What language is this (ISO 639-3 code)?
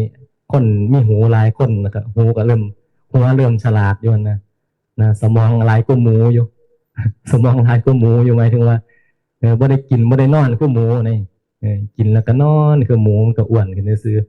tts